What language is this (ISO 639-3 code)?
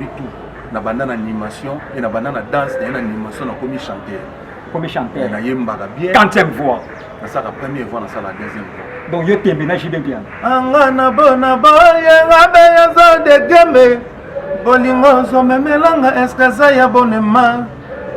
lin